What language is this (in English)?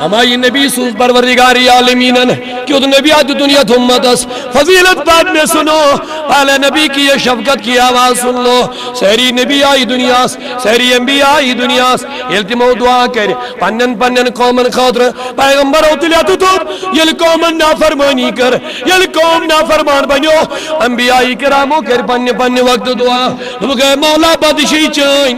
Kashmiri